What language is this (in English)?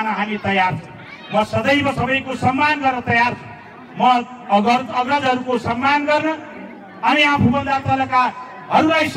Nepali